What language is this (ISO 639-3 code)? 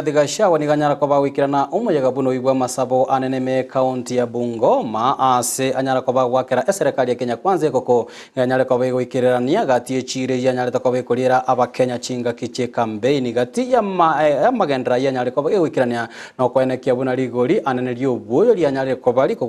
guz